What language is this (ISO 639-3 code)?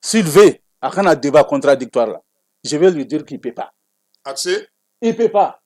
bam